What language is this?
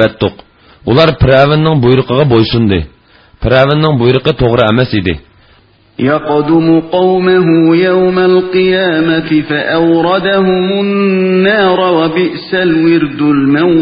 Uyghur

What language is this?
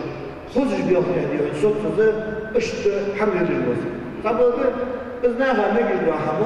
Ingush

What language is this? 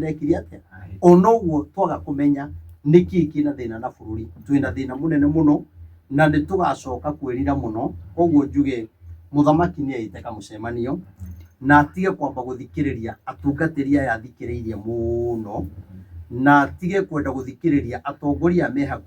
Kikuyu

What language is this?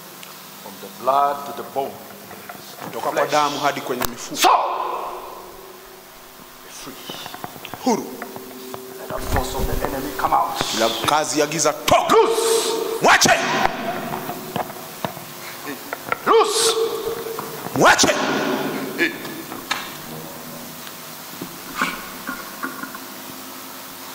Swahili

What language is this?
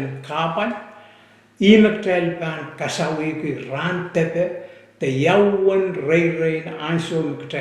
Pohnpeian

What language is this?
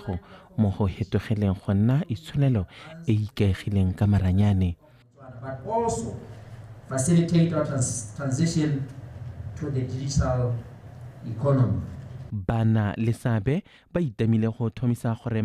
Tswana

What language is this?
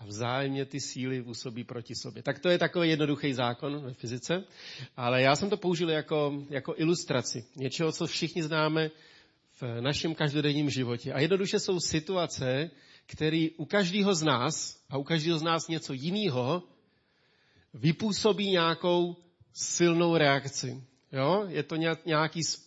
Czech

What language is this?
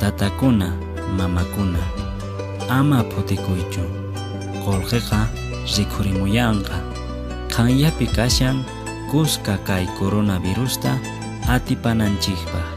Quechua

